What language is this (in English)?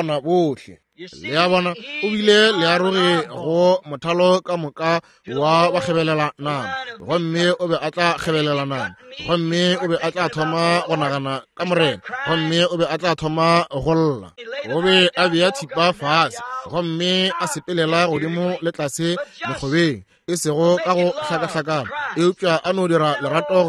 Northern Sotho